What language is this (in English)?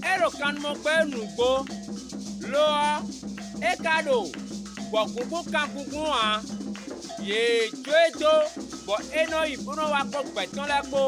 Fon